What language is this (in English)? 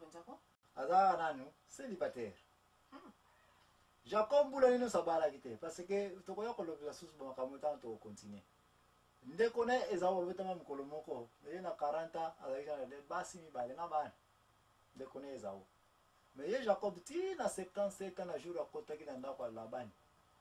Lingala